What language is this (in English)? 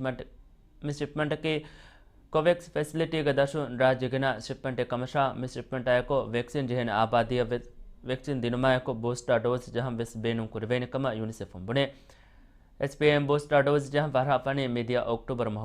Divehi